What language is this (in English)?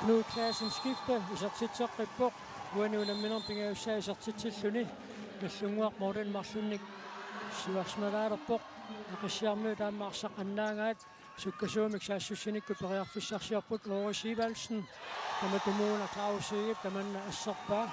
Kalaallisut